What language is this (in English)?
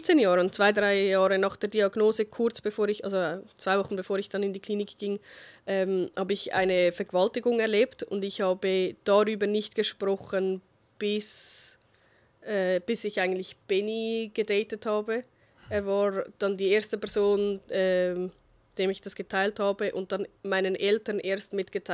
Swiss German